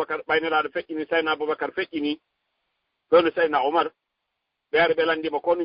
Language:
Fula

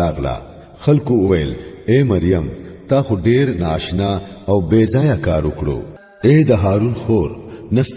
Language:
Pashto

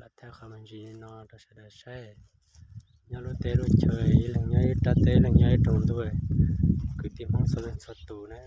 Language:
Hmong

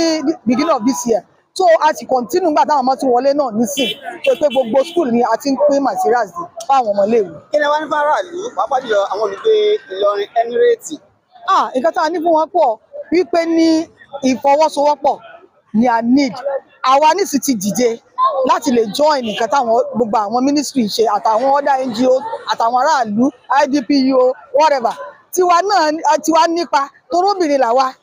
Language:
Yoruba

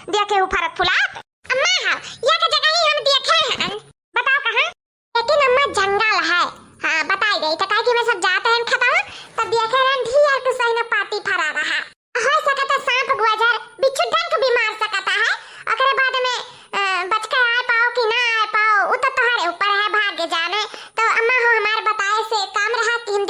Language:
Awadhi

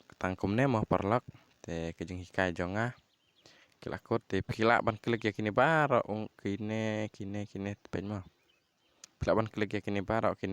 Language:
Khasi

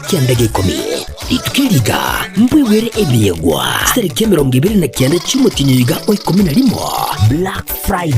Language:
Gusii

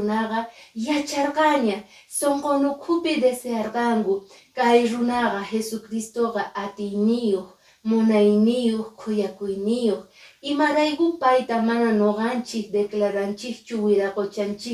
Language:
Quechua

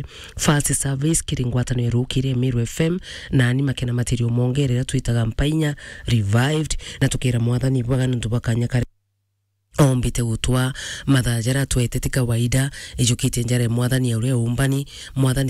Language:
Meru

